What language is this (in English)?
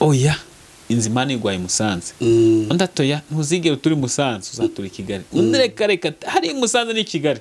Kinyarwanda